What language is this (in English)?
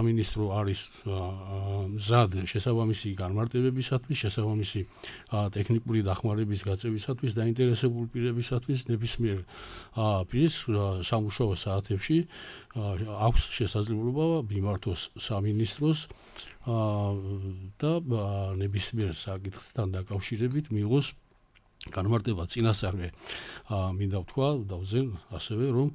Georgian